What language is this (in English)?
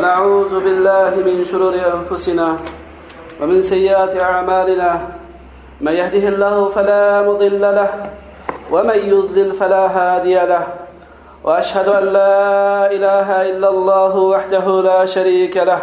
Uyghur